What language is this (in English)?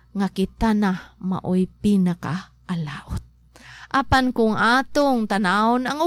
Cebuano